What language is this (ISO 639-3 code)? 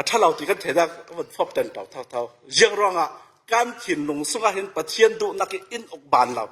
cfm